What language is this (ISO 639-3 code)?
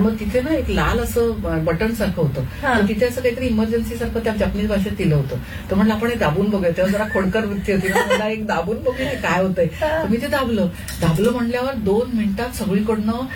mar